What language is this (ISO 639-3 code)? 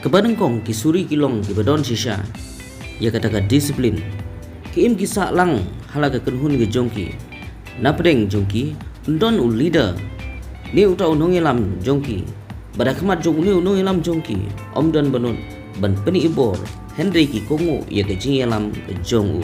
kha